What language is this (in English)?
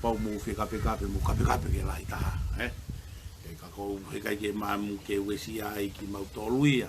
Tongan